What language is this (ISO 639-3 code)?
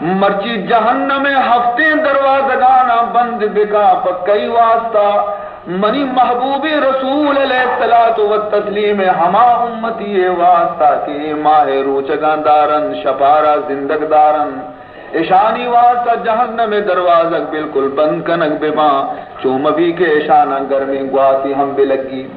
bal